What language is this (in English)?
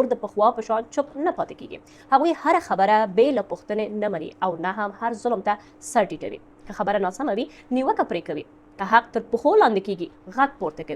Pashto